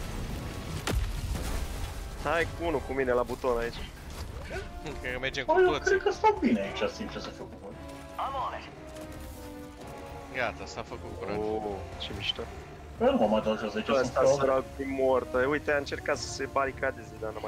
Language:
Romanian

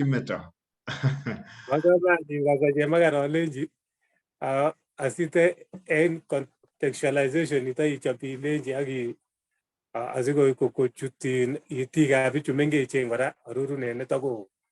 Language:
Kalenjin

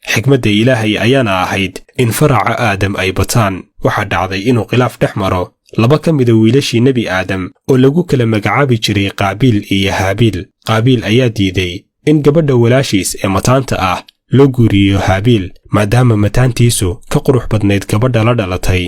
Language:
Somali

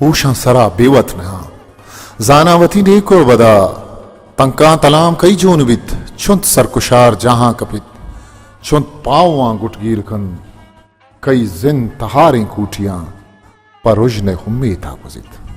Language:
Baluchi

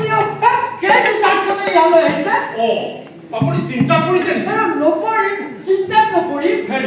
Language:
Assamese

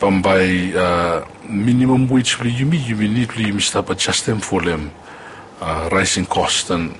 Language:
Bislama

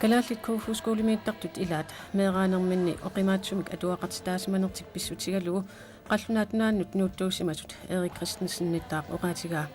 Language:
Kalaallisut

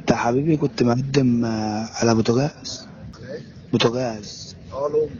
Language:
Egyptian Arabic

